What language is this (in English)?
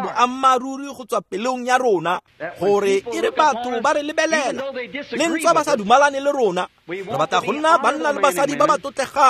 Tswana